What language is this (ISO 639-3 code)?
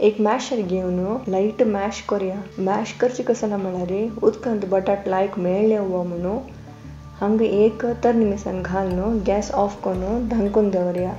kok